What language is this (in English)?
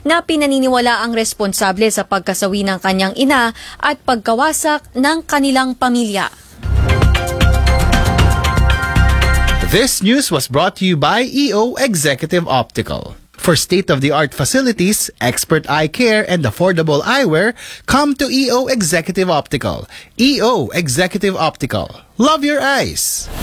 Filipino